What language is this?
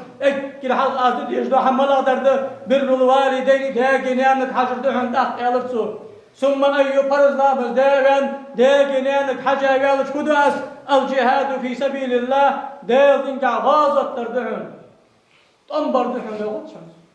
Ingush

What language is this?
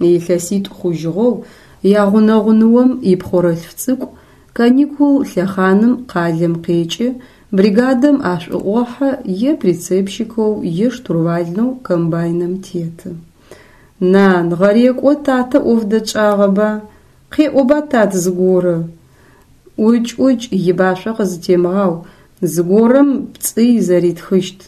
Adyghe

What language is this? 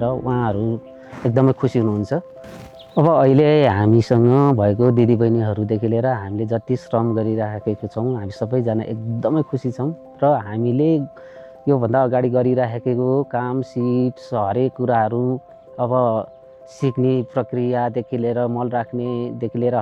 Nepali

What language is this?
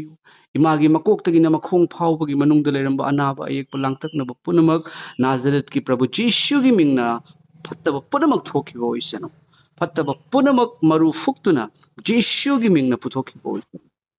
Manipuri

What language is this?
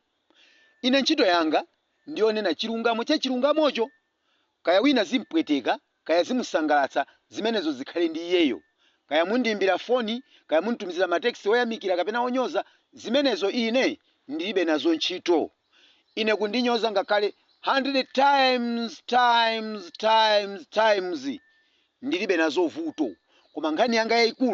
Nyanja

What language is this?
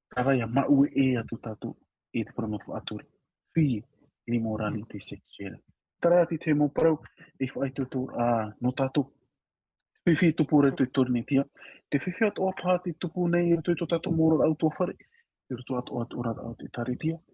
Tahitian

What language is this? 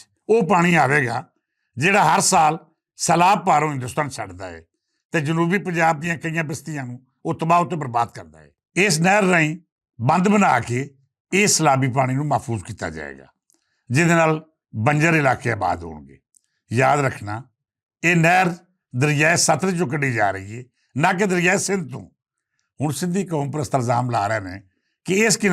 Western Panjabi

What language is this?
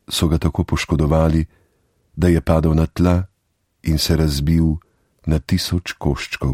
Slovenian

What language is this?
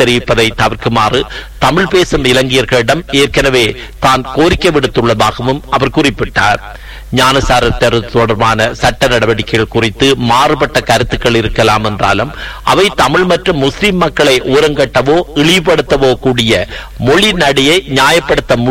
Tamil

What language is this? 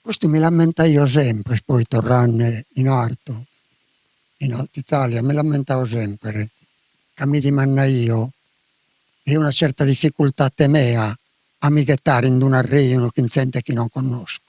Sardinian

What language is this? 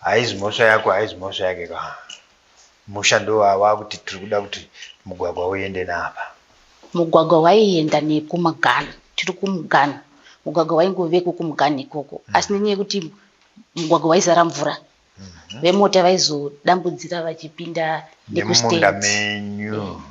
Shona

